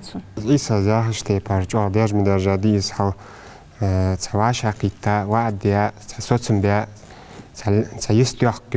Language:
Ingush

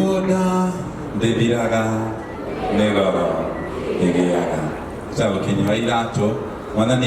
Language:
Kikuyu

